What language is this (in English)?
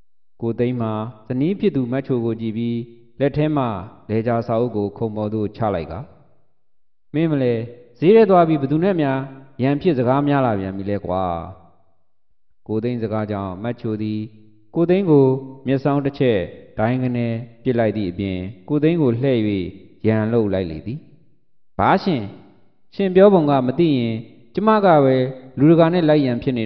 Burmese